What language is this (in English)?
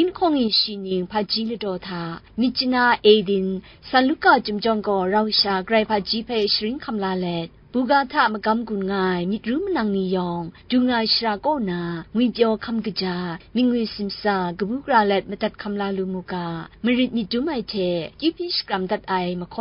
Kachin